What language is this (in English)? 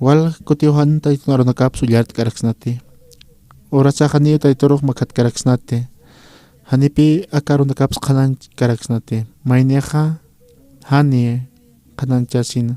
Aymara